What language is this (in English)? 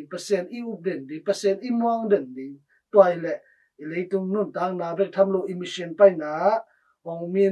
Tedim Chin